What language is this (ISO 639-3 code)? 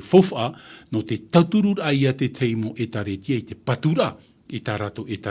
tah